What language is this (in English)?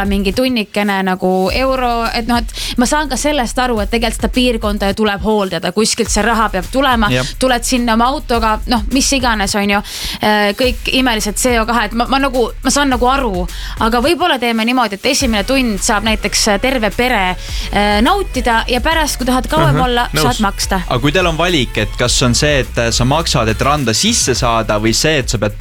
Estonian